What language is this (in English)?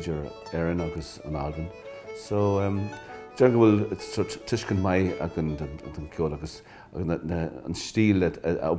Irish